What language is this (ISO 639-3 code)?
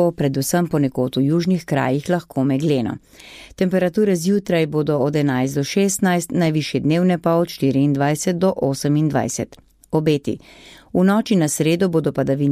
slv